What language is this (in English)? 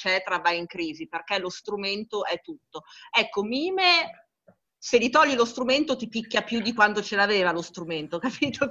Italian